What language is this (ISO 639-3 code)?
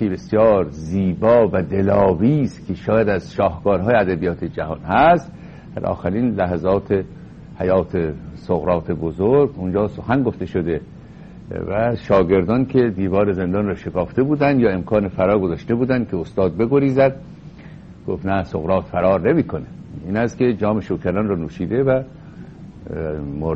fas